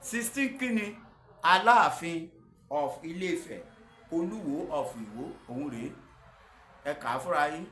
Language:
Yoruba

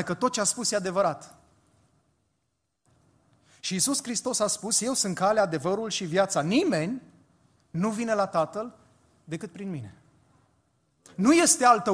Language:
Romanian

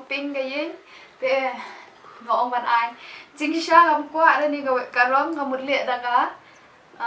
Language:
Khasi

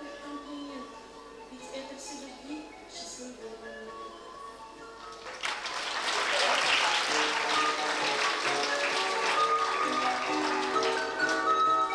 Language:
Russian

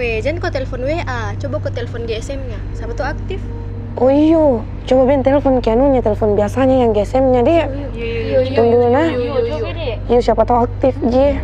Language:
Makassar Malay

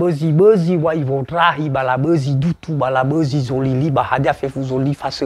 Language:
Nias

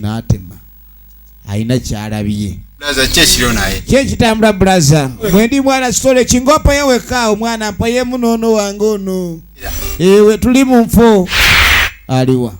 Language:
Ganda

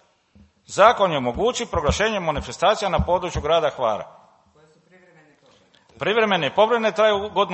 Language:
Croatian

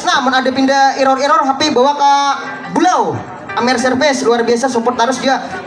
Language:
Banjar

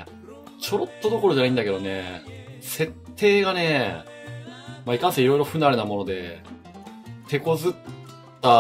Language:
Japanese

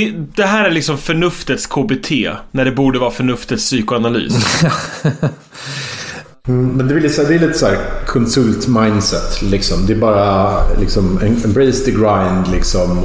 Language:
Swedish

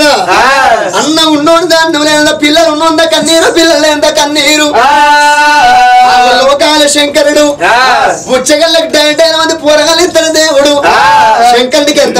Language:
Telugu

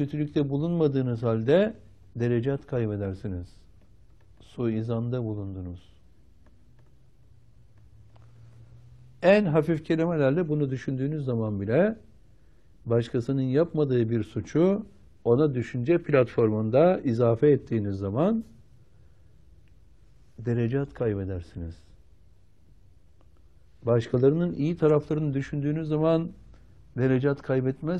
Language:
Turkish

